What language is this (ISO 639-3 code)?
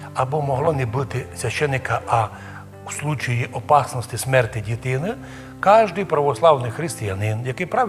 rue